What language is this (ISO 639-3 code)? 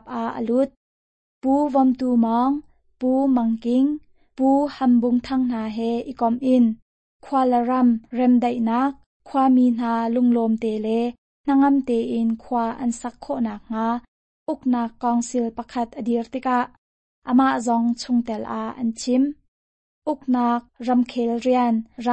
cnh